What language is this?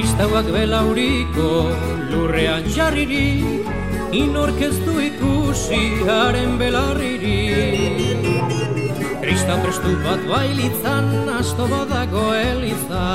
Basque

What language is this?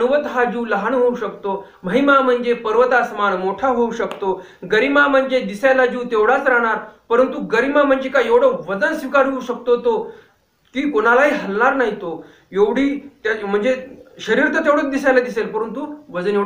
Marathi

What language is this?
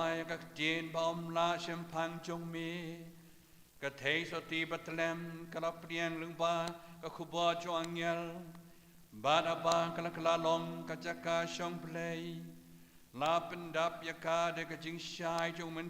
Khasi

